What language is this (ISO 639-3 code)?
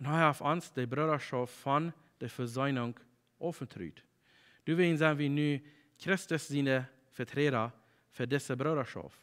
pdt